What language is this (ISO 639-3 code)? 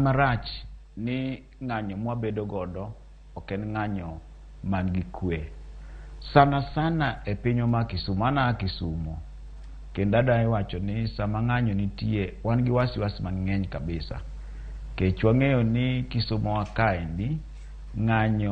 luo